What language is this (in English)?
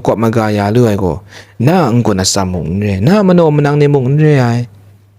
Kachin